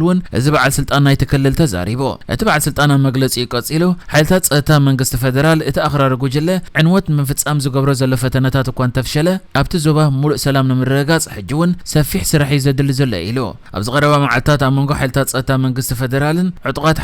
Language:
Tigrinya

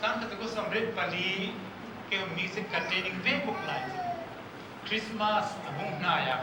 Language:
Hmar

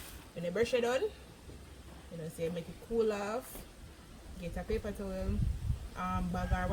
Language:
Jamaican Creole English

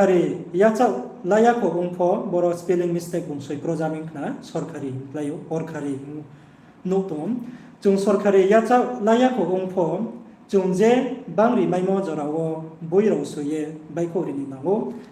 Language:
Riang (India)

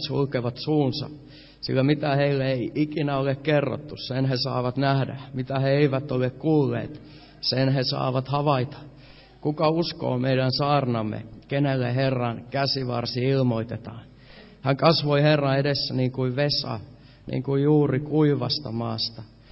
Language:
Finnish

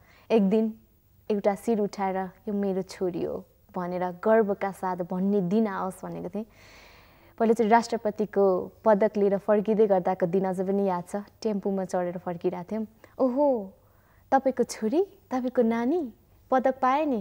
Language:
Nepali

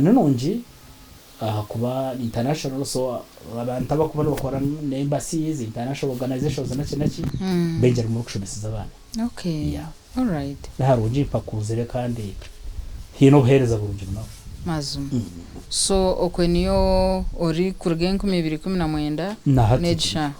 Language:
Nyankole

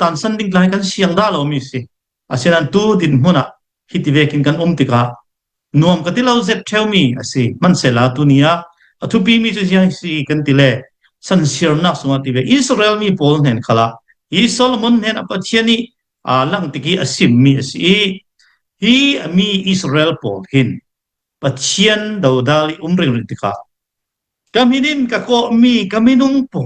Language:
Falam Chin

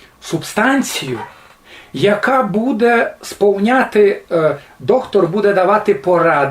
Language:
Rusyn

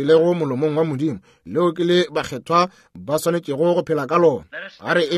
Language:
Northern Sotho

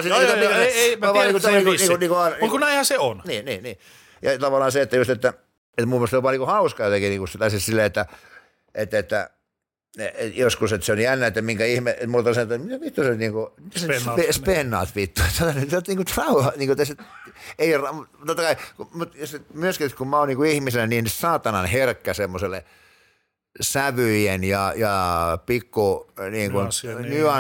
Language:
Finnish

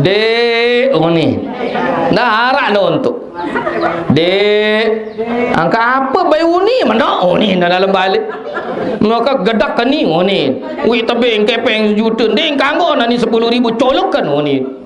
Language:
Sasak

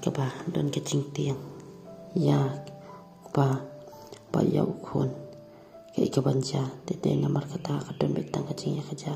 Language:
Khasi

